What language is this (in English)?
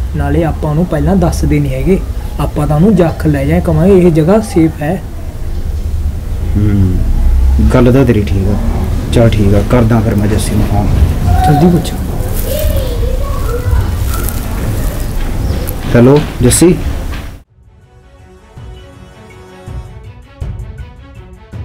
Punjabi